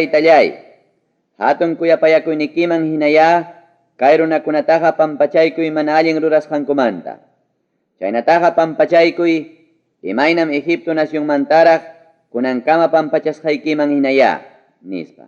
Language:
Ayacucho Quechua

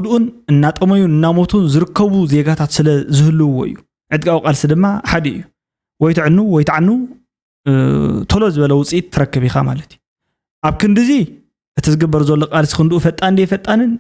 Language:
Tigrinya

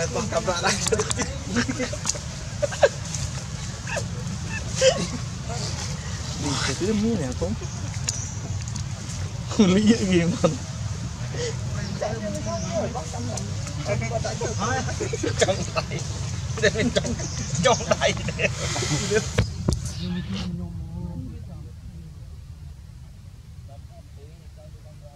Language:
Vietnamese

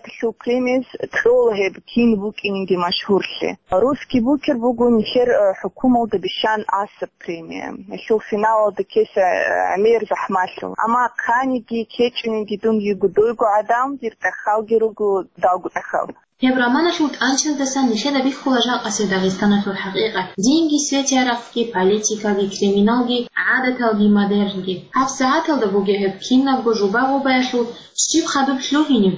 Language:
Avaric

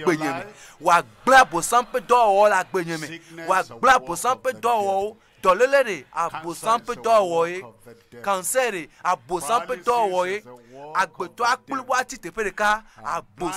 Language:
Ewe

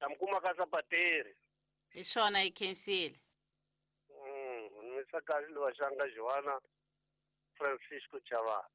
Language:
Tsonga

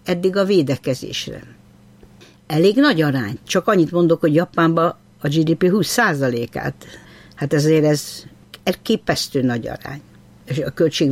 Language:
Hungarian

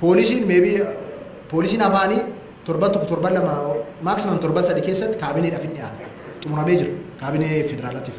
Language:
Oromo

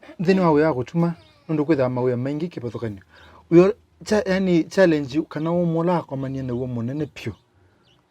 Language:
Kamba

